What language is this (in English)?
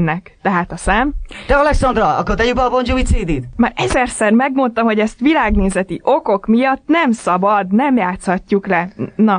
Hungarian